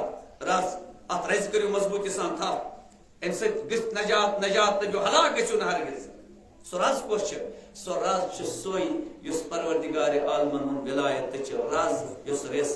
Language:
Kashmiri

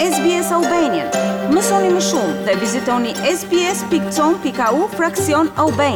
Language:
Albanian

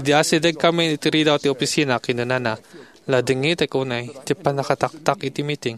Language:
Iloko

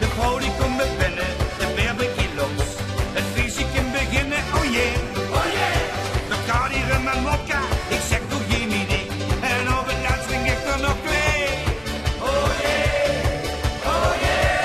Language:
Limburgish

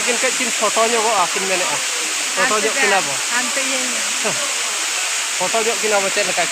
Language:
Santali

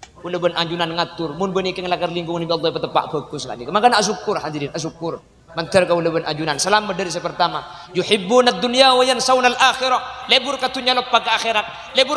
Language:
Madurese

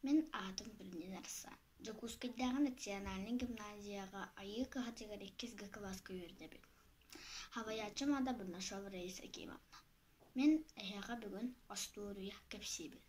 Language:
Yakut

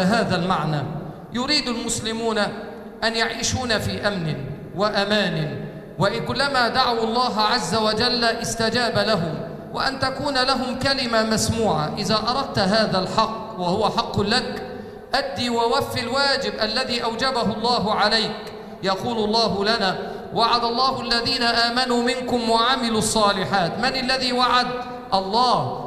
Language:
Arabic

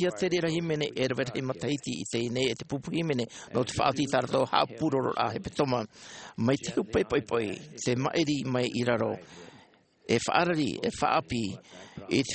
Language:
Tahitian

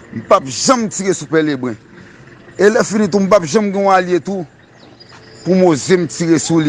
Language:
Haitian Creole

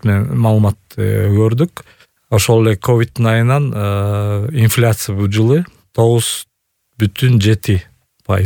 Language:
Kyrgyz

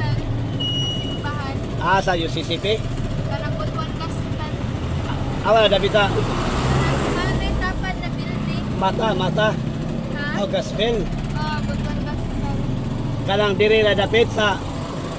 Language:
Cebuano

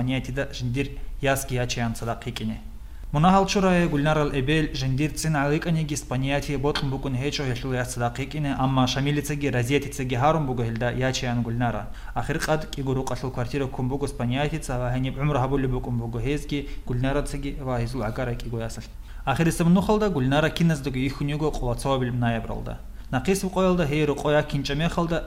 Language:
Avaric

